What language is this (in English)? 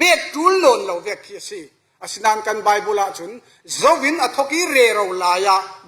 Falam Chin